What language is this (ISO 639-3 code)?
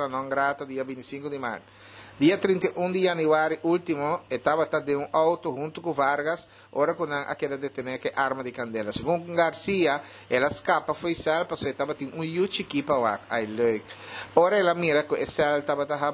pap